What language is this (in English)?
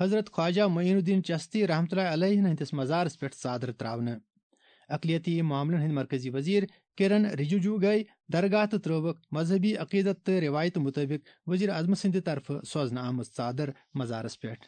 Kashmiri